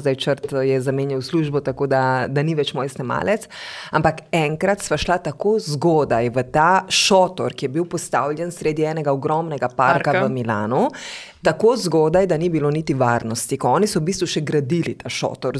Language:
Slovenian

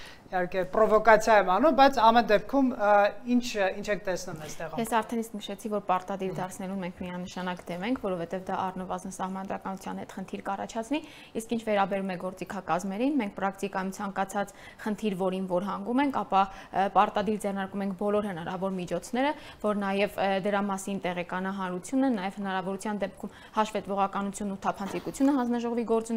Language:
Armenian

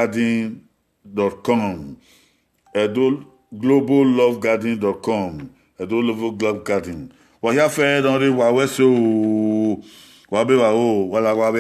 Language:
Bini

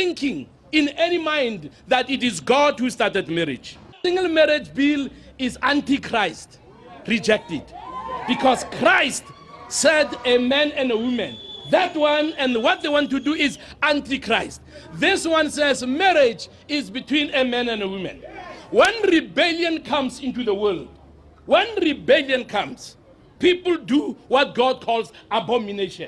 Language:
Tswana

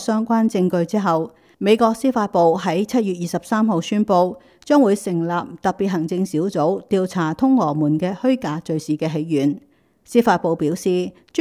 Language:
Cantonese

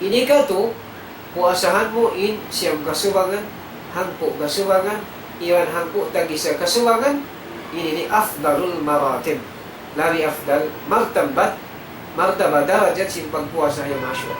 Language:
Tausug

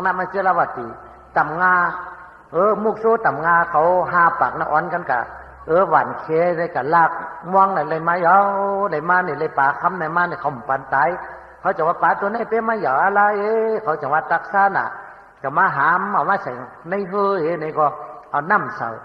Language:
Shan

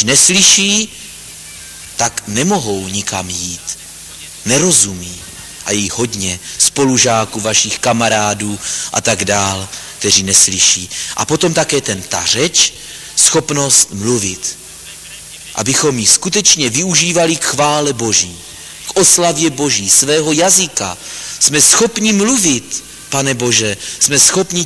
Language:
Czech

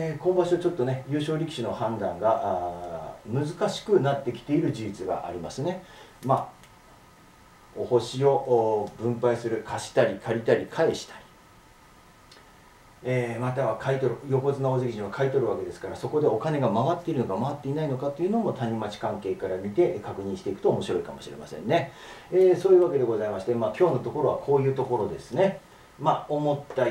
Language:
Japanese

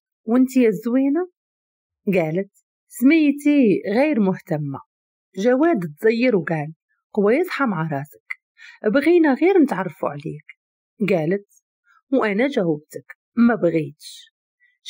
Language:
Moroccan Arabic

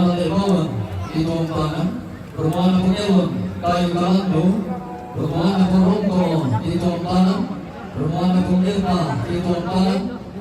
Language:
Toraja-Sa'dan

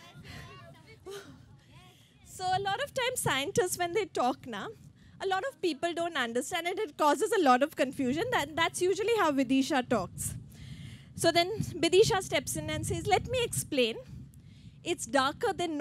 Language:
English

